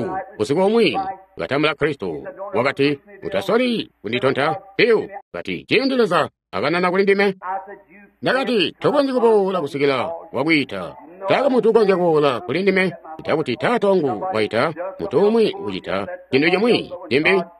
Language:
Tonga (Zambia)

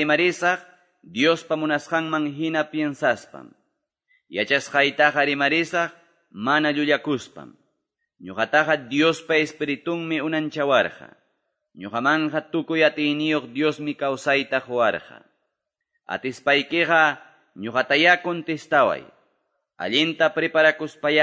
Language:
Quechua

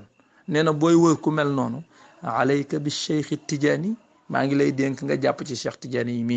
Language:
Wolof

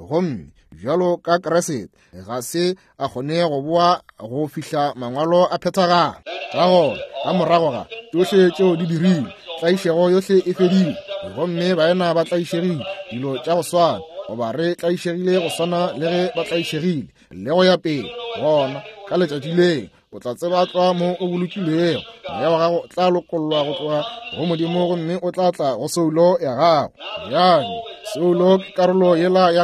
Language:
Northern Sotho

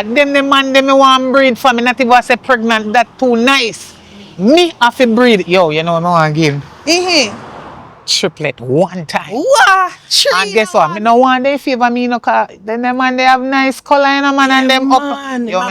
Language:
Jamaican Creole English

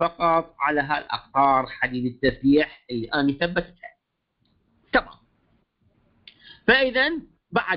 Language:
Mesopotamian Arabic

